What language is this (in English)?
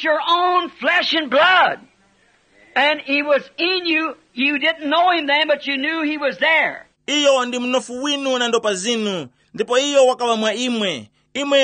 Tumbuka